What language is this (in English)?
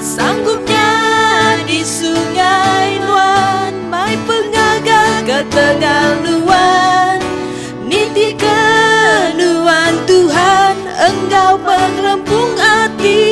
Iban